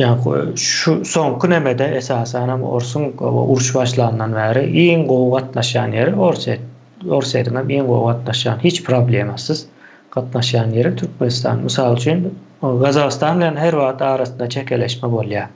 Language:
Turkmen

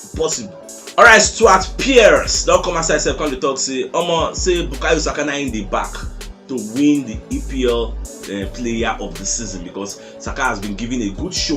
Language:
Nigerian Pidgin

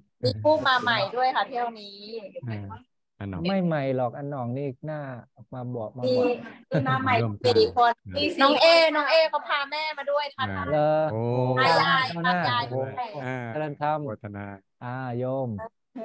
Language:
Thai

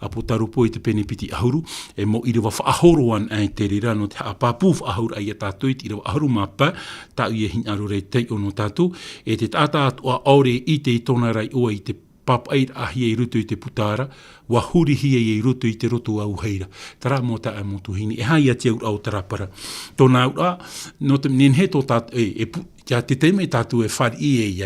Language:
Tahitian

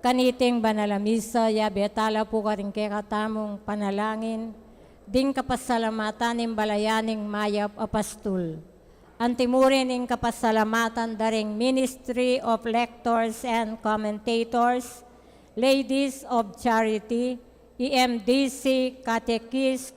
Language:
Pampanga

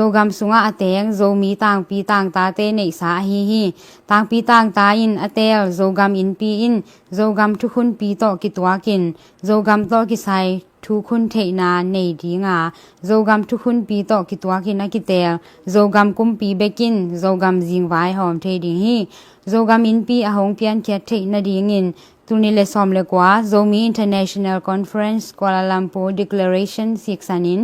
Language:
Tedim Chin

